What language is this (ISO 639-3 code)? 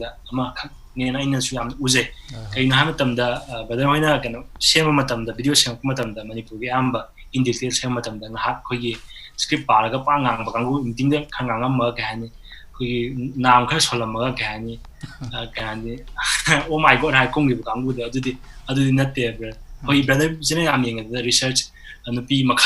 mni